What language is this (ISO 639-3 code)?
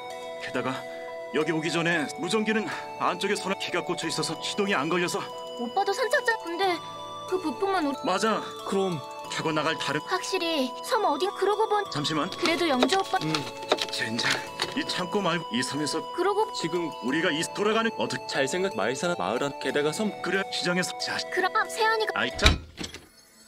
kor